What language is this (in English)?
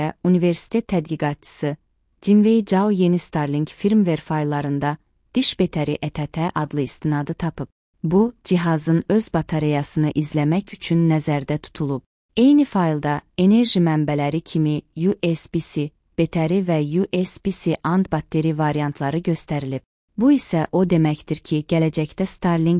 Azerbaijani